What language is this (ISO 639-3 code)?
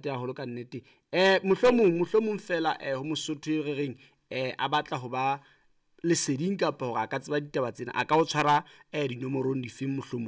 sot